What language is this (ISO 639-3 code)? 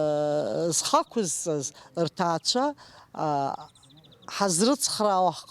abk